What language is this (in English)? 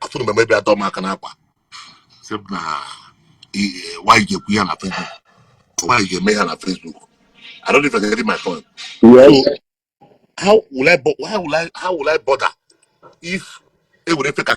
Igbo